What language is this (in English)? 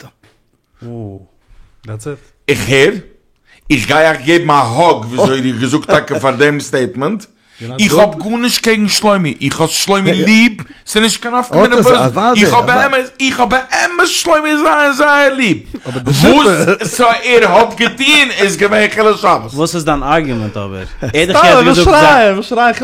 Yiddish